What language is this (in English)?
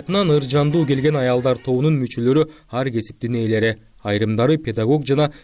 Kyrgyz